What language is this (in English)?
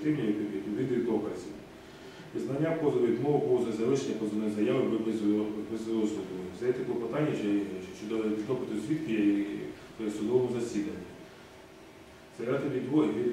Ukrainian